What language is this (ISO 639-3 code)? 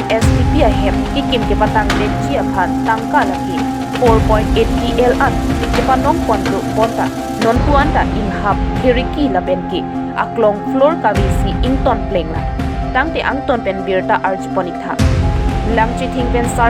mjw